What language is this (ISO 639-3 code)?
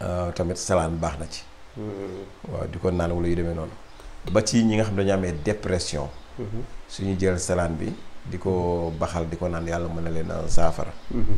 wol